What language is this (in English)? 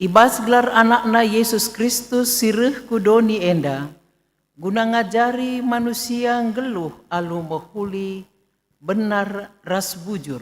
Batak Karo